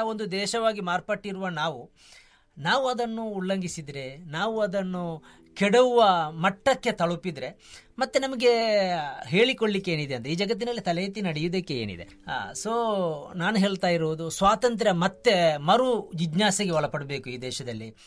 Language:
Kannada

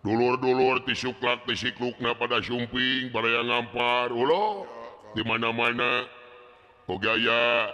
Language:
Sundanese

